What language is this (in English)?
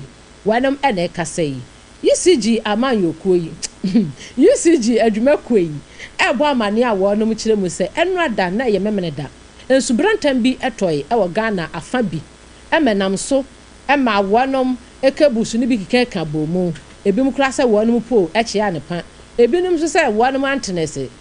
Akan